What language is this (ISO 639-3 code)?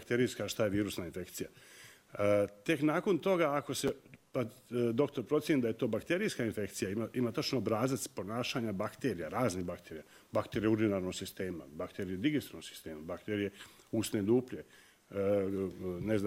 hrv